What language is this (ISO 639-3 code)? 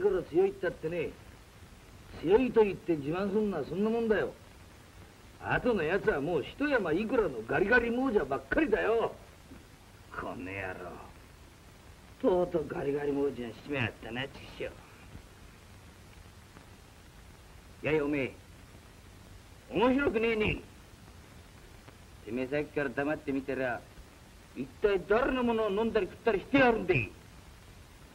jpn